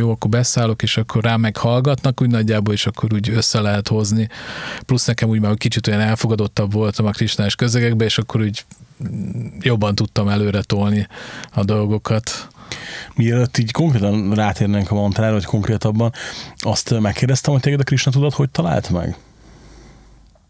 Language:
Hungarian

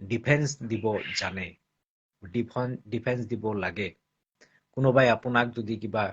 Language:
Assamese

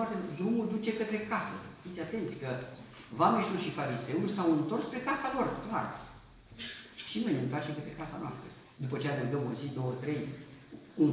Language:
Romanian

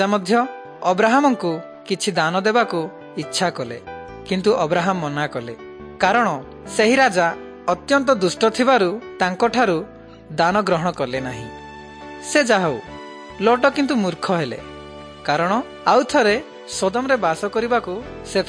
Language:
Odia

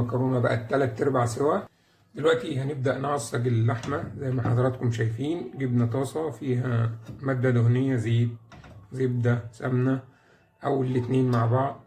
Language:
Egyptian Arabic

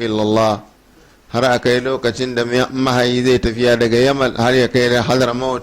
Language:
Hausa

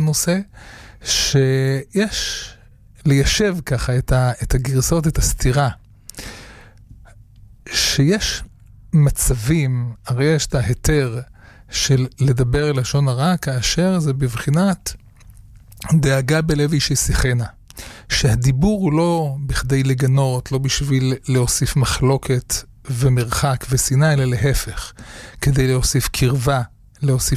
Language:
Hebrew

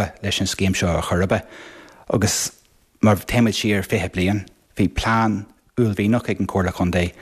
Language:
Irish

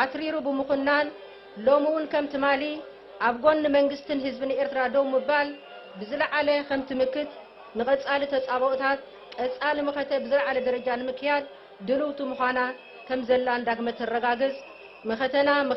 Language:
Tigrinya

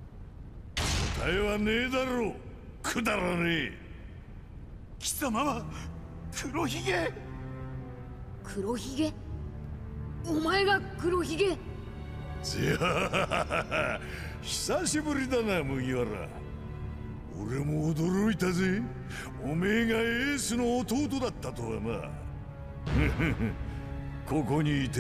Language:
Japanese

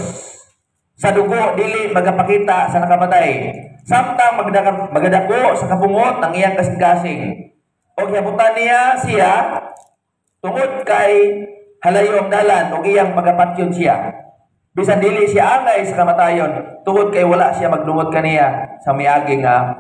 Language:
Cebuano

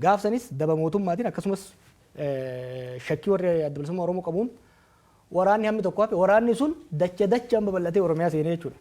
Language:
Oromo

